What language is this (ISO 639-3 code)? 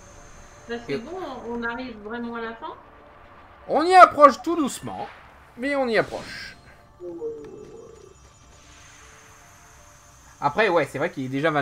fra